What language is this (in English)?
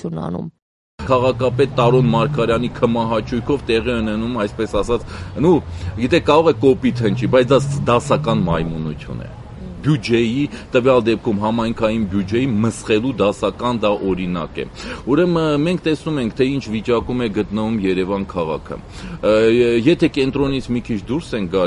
Armenian